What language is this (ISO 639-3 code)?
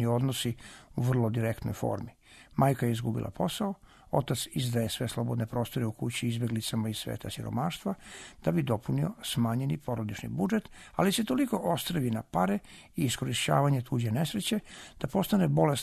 srp